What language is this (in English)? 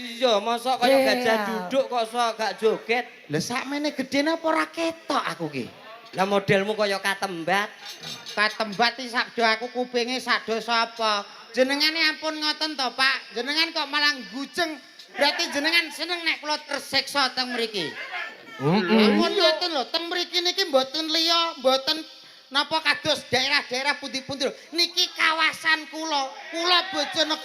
Javanese